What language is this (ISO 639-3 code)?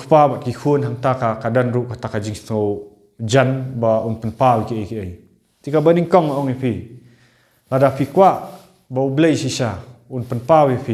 kha